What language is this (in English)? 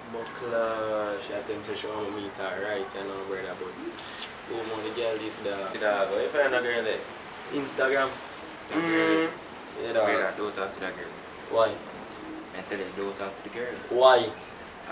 Jamaican Creole English